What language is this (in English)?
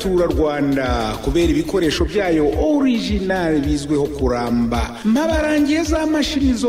Kinyarwanda